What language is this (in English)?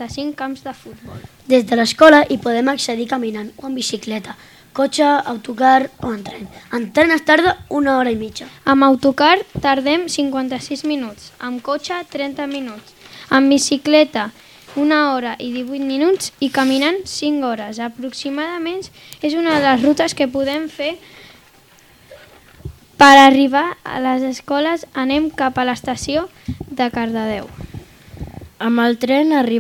Catalan